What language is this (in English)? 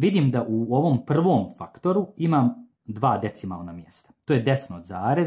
Croatian